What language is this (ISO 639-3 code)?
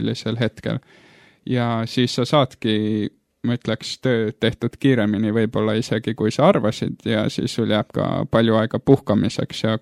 est